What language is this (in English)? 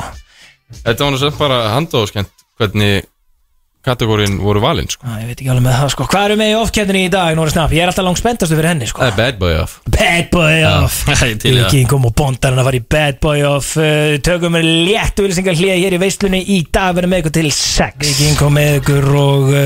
Icelandic